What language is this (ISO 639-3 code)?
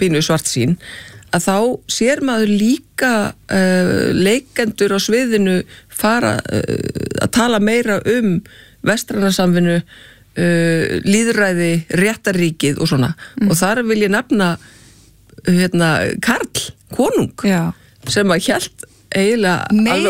isl